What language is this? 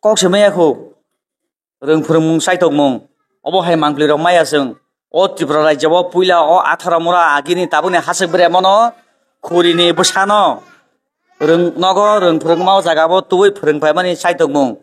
Kok Borok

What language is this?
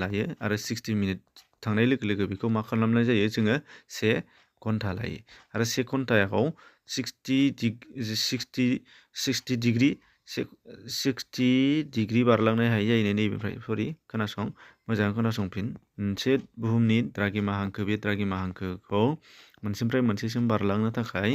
Bodo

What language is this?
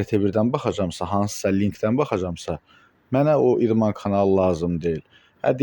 Azerbaijani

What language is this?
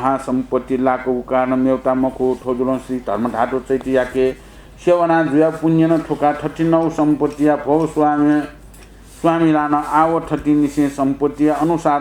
Newari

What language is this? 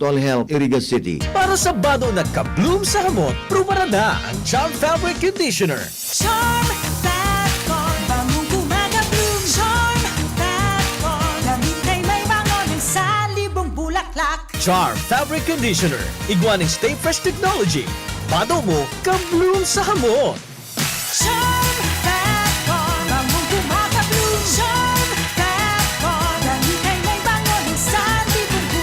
Bikol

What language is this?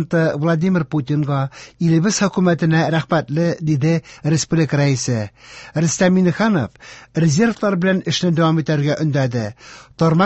Tatar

